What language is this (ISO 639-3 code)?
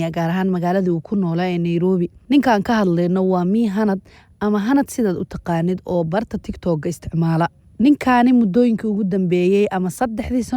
som